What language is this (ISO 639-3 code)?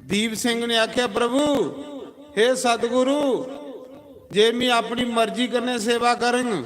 doi